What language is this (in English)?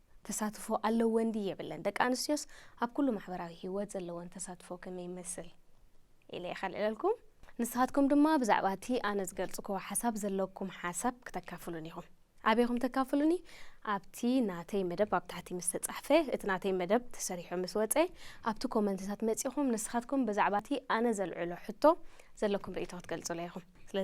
Tigrinya